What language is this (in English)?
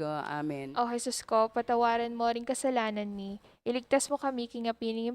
Pampanga